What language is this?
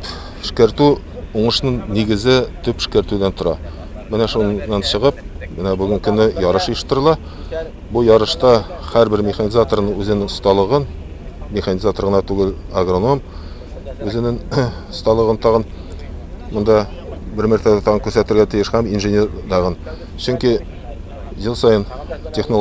Tatar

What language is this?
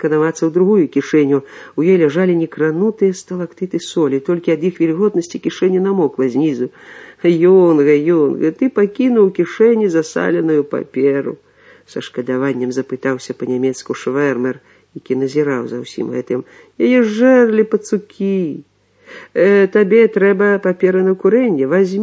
Belarusian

